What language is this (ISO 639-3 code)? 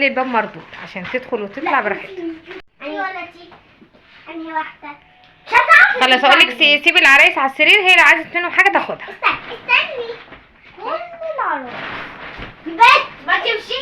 arz